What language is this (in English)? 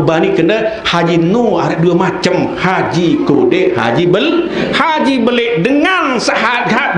Sasak